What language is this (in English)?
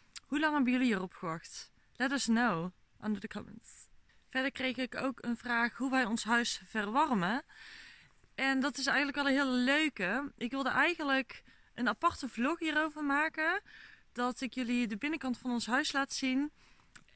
Dutch